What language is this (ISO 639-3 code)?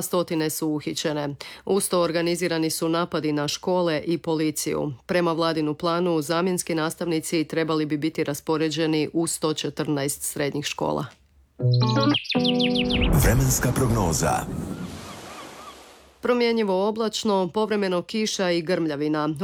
hrv